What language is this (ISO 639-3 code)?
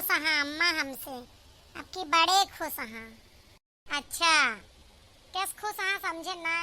awa